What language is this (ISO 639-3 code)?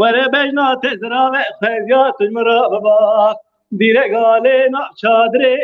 kur